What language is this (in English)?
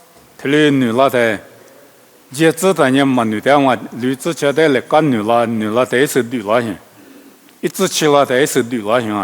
Lisu